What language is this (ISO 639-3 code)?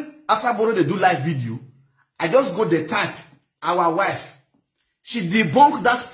pcm